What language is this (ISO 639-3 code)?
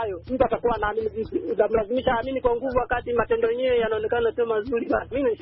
swa